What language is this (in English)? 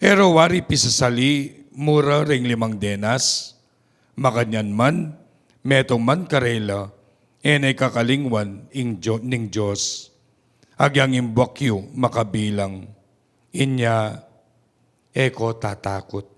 Pampanga